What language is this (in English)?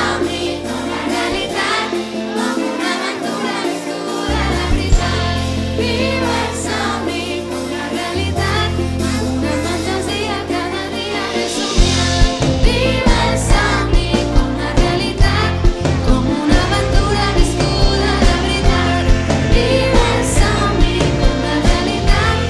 Catalan